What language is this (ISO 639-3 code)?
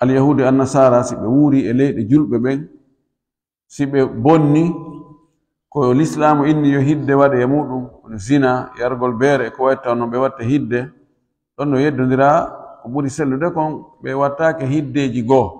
ful